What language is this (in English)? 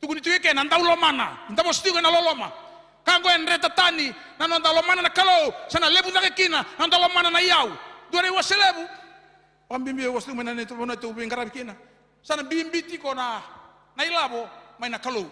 Fijian